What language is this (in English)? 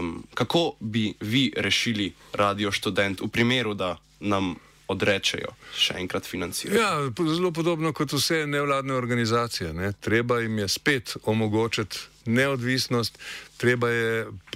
Slovenian